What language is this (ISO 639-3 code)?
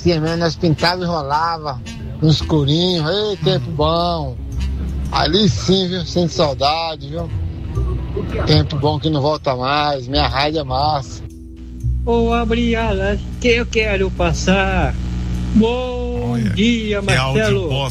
por